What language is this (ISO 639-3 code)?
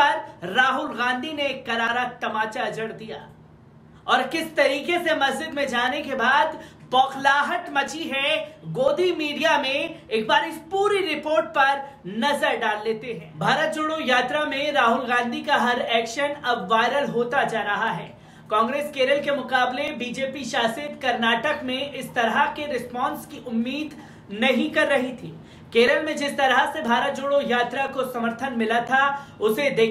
hin